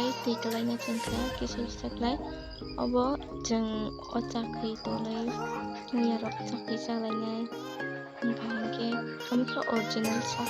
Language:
Kok Borok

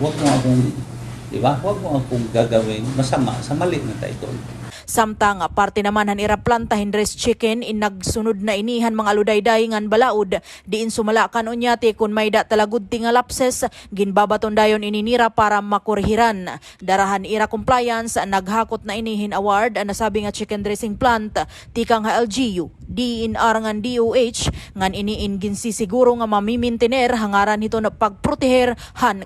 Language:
Waray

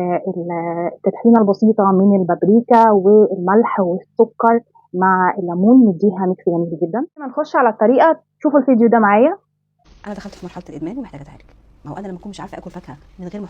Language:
Egyptian Arabic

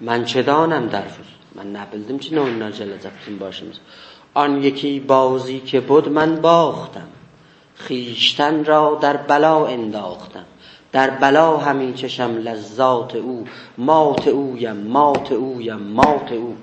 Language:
South Azerbaijani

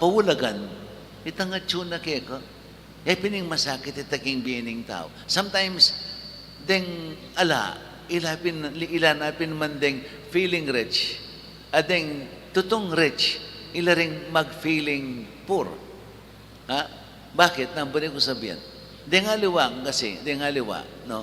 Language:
Pampanga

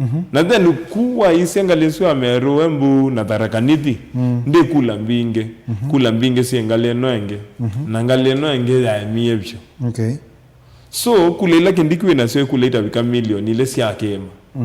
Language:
Kamba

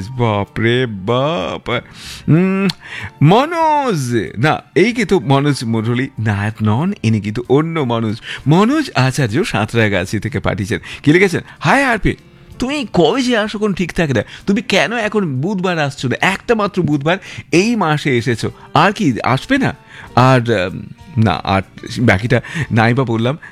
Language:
Bangla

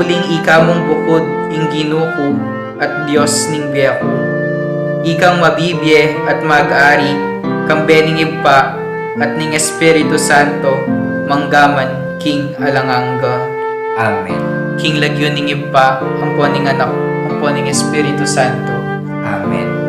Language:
Pampanga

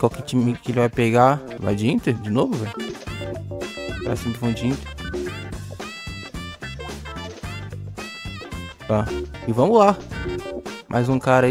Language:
Portuguese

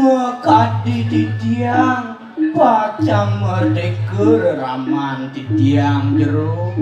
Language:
Balinese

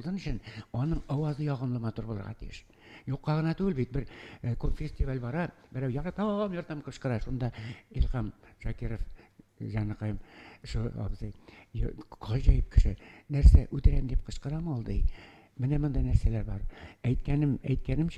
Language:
Tatar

